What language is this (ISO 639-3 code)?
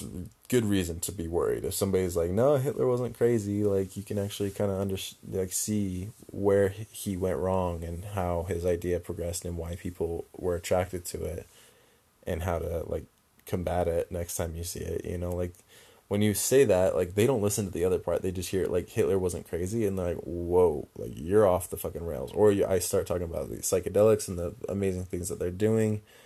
eng